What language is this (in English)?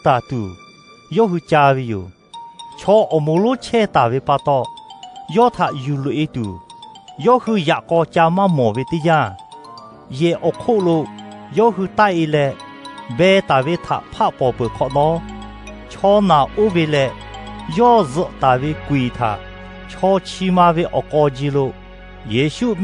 Lahu